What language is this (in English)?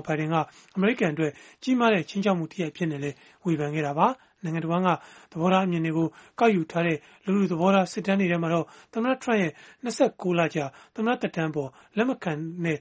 Burmese